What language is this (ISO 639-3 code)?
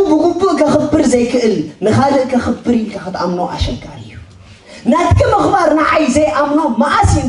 tir